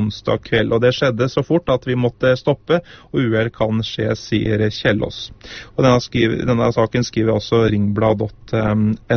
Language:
Norwegian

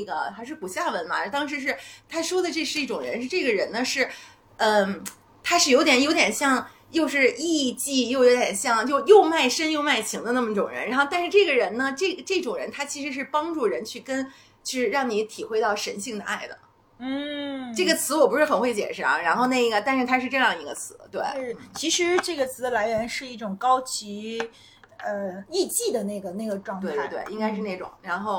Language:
Chinese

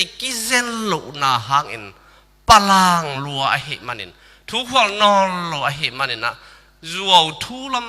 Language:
Tedim Chin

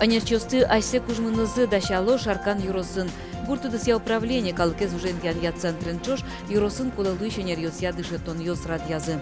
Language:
Udmurt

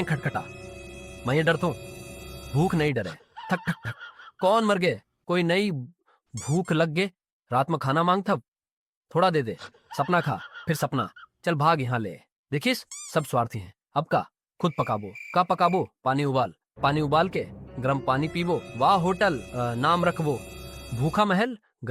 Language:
Chhattisgarhi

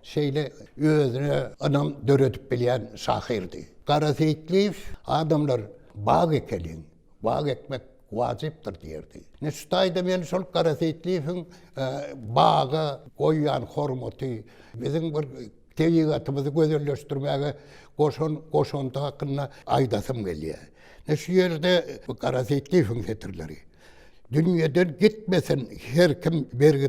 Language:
Turkmen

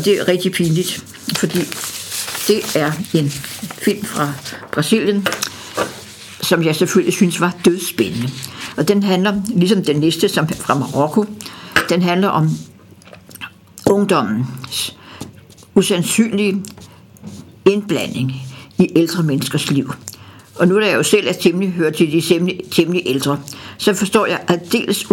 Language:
Danish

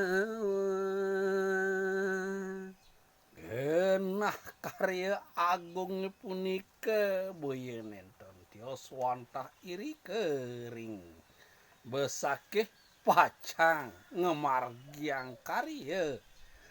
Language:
Balinese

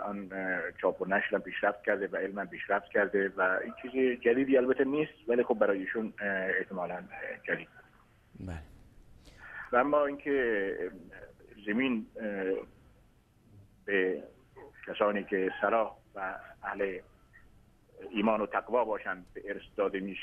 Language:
Persian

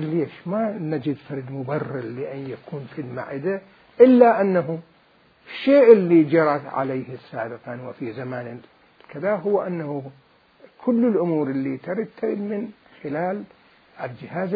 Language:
Mesopotamian Arabic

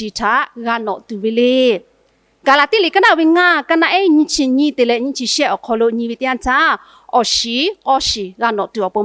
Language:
Lahu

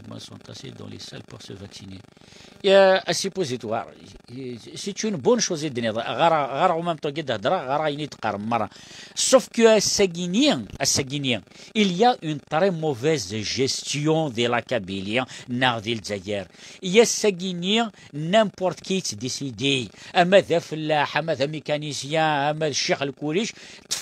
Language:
Kabyle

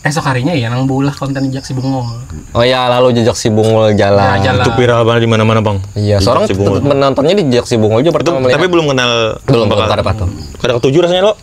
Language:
Banjar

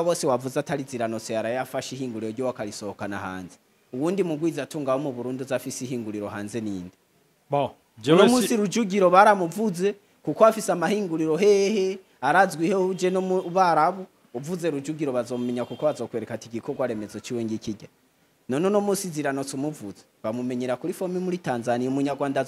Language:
Rundi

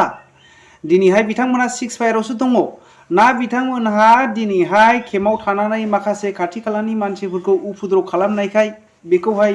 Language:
Bodo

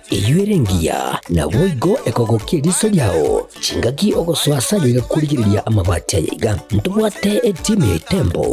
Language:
Gusii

